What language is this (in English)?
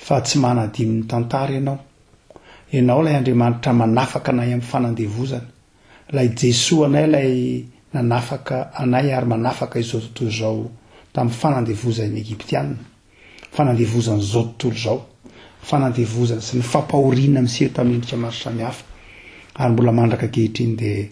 Malagasy